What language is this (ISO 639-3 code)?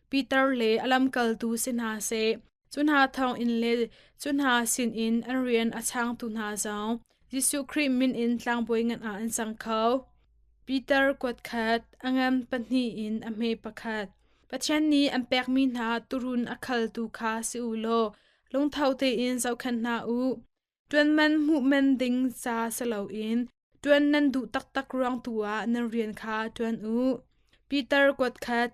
cnh